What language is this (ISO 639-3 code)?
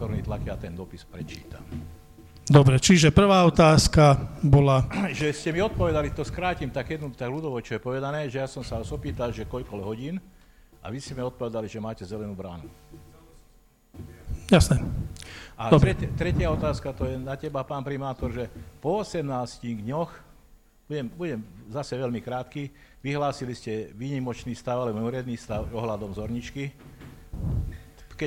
slk